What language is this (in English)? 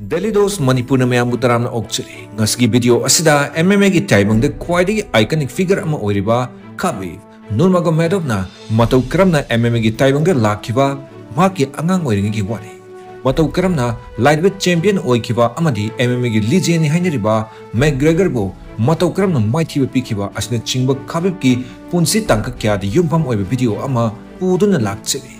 Manipuri